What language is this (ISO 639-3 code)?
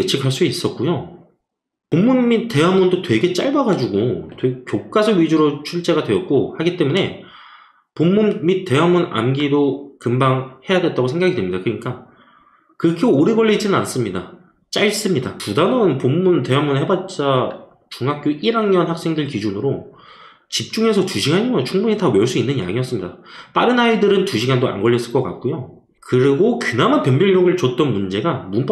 kor